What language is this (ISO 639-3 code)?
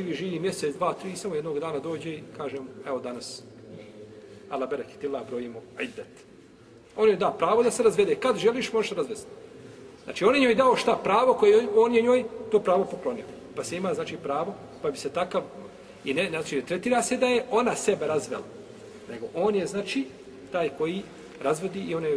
bos